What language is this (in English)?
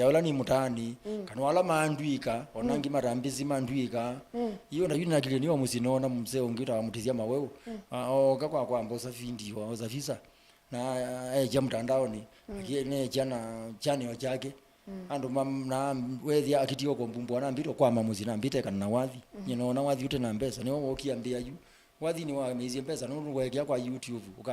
Kamba